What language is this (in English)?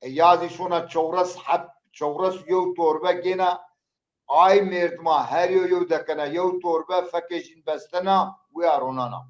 Zaza